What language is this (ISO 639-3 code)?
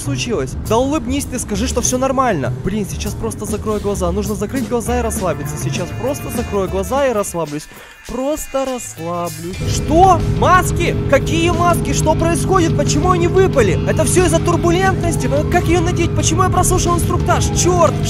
rus